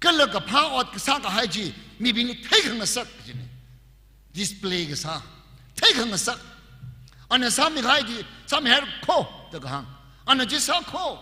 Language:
Tangkhul Naga (India)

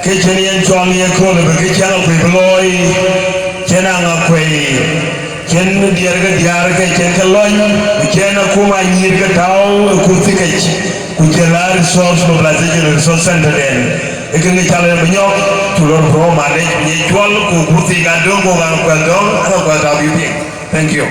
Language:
Dinka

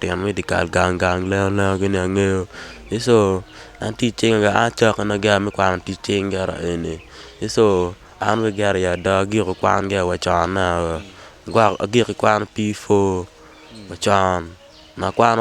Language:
Acoli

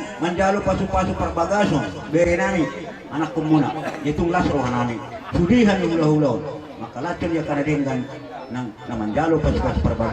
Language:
Batak Toba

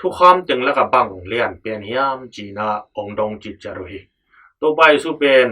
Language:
Tedim Chin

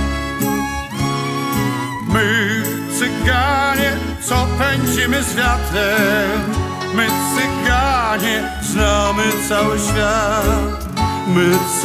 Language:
Polish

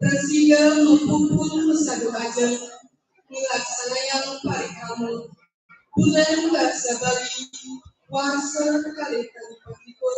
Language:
Balinese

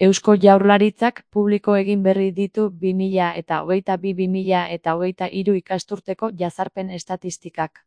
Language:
Basque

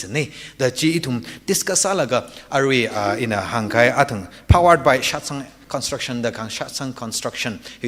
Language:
Tangkhul Naga (India)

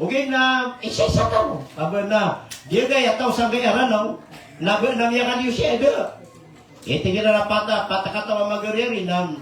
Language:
Maranao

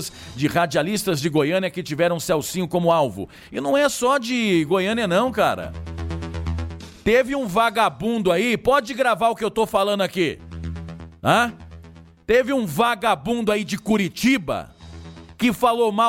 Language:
Portuguese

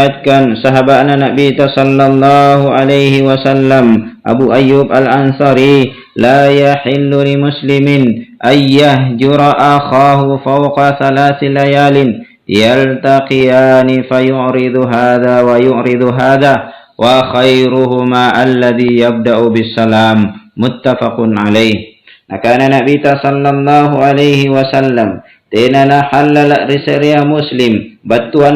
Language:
Makasar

